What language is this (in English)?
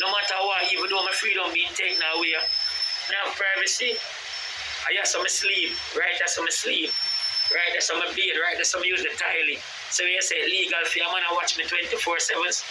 Jamaican Creole English